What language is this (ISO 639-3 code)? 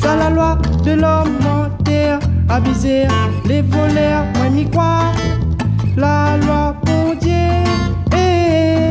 rcf